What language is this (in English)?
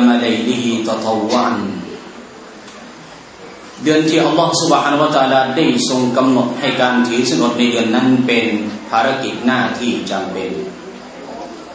Thai